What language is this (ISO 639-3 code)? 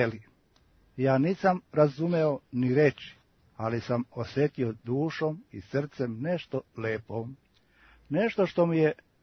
srp